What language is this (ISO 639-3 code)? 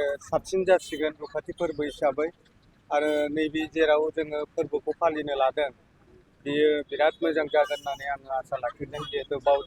brx